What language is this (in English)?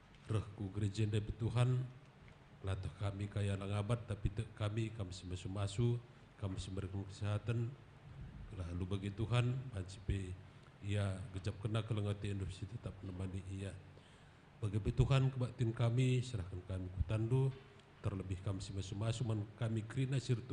Batak Karo